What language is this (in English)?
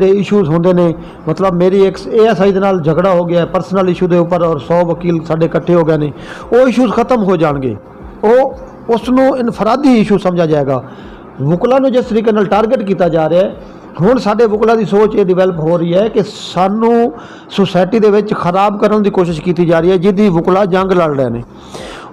Saraiki